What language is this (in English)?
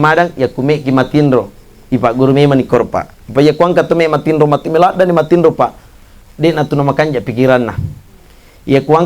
Buginese